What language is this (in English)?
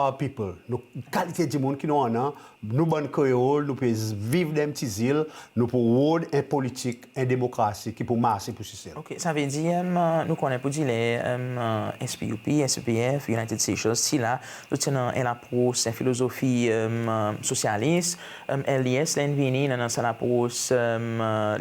Seselwa Creole French